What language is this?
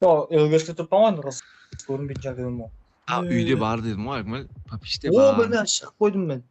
Kara-Kalpak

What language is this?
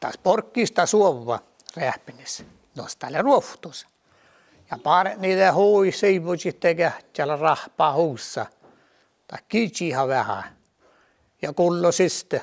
Northern Sami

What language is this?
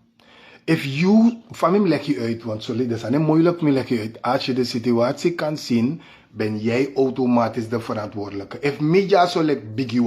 Sranan Tongo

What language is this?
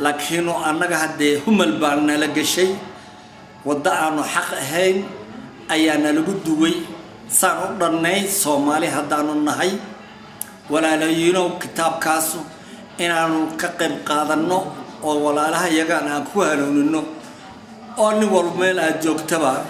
Somali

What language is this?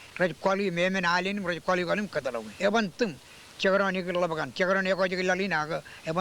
Marshallese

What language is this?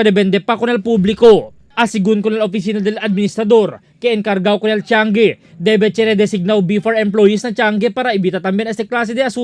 Chavacano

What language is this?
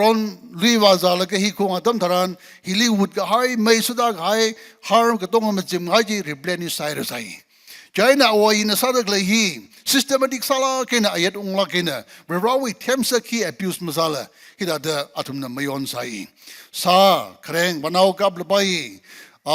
Tangkhul Naga (India)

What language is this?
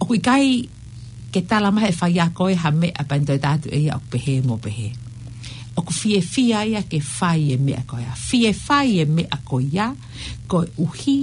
Tongan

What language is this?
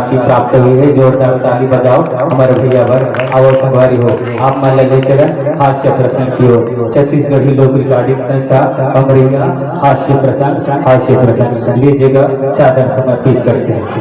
Chhattisgarhi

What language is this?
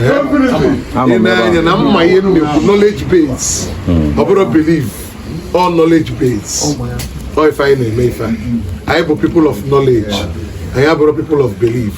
Igbo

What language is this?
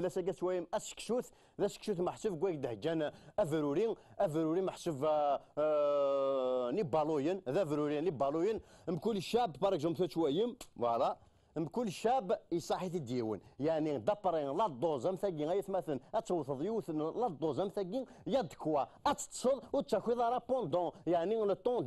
Kabyle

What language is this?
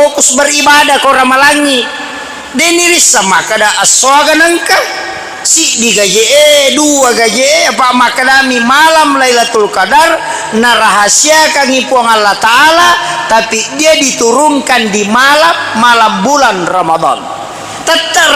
Buginese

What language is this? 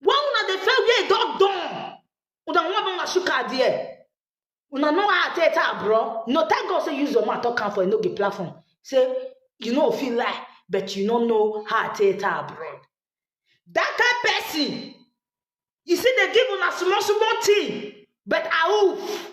Nigerian Pidgin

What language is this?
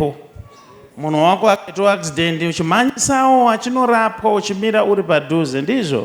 Shona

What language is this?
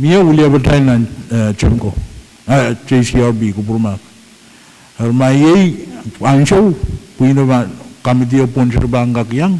Pohnpeian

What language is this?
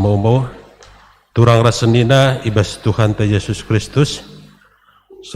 Batak Karo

